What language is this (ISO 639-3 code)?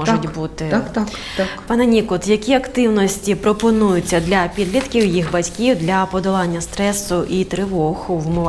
ukr